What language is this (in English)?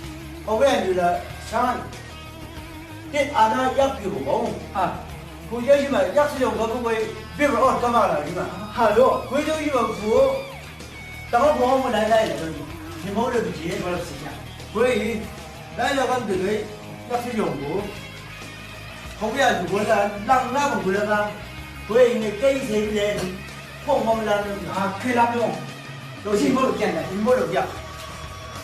Chang Naga